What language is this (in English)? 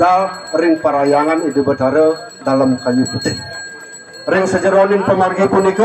Balinese